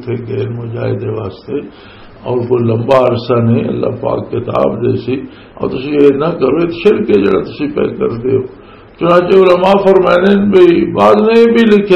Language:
Western Panjabi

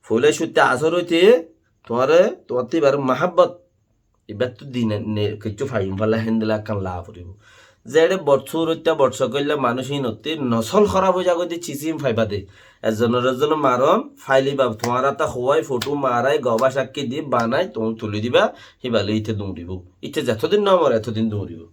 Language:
Rohingya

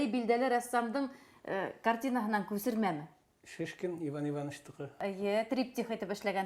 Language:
Bashkir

